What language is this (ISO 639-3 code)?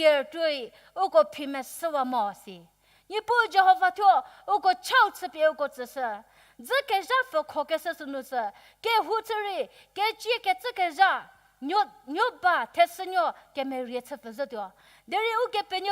njm